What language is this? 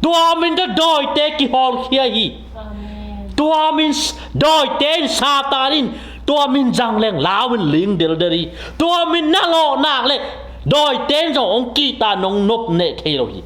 Tedim Chin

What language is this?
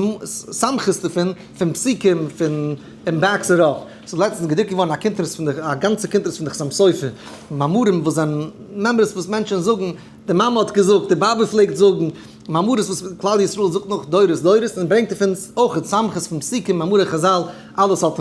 Yiddish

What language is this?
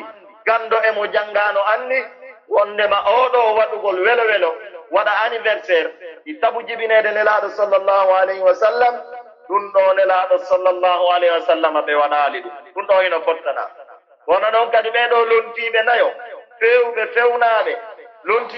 Pular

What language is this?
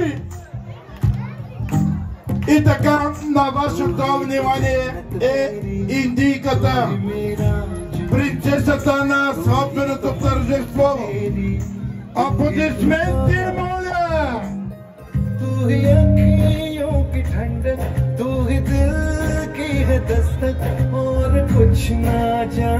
Bulgarian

